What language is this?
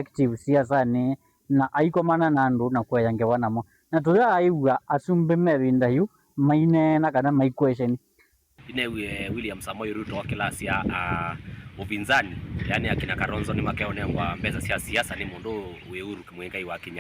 Kamba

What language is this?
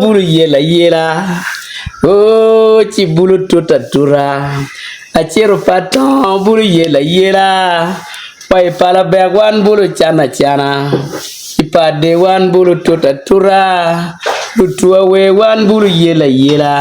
Acoli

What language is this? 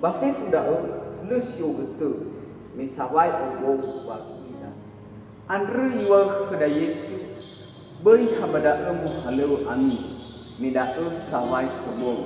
Nias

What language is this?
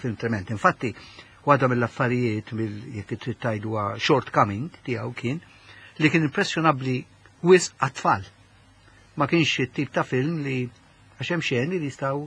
Maltese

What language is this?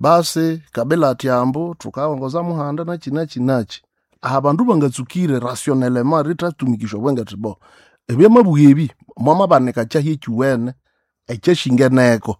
Nande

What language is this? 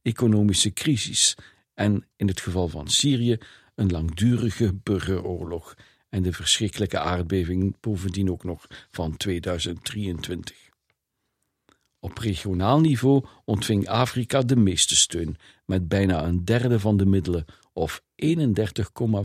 Dutch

